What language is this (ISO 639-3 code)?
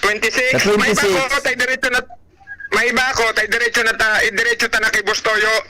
bik